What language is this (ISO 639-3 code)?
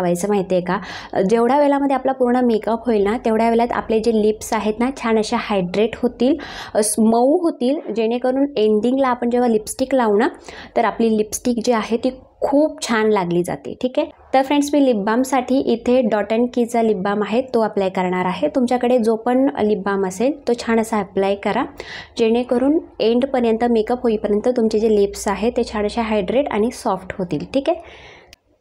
mar